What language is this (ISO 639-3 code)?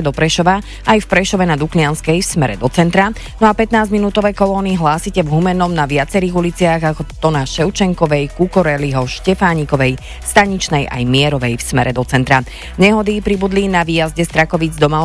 slk